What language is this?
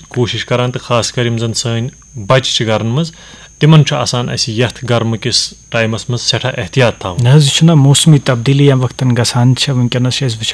Kashmiri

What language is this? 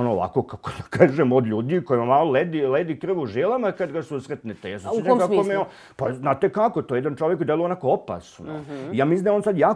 Serbian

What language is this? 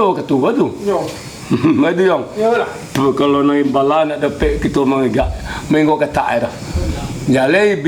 Minangkabau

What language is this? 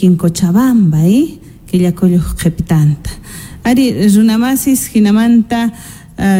Quechua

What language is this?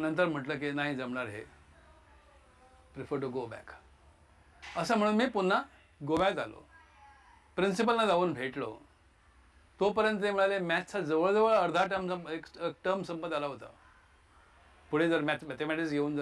Marathi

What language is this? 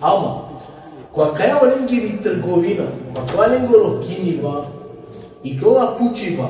Balkan Romani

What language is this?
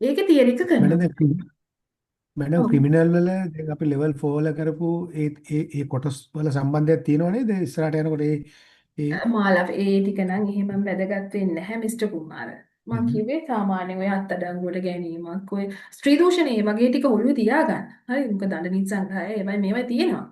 Sinhala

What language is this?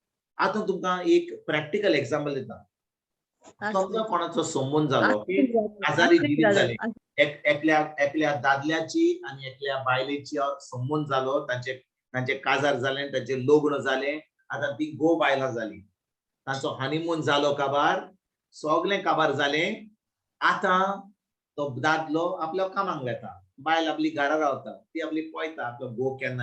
Konkani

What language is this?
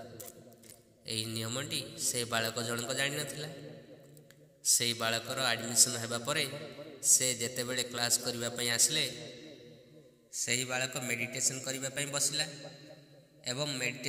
Odia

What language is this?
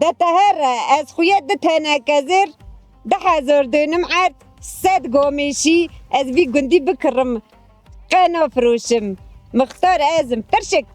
Kurdish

